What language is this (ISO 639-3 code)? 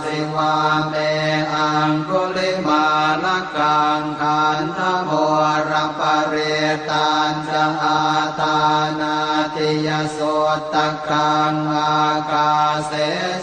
pli